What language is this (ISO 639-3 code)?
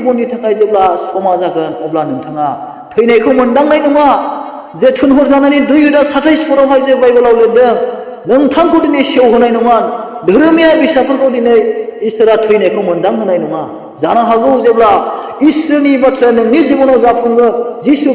brx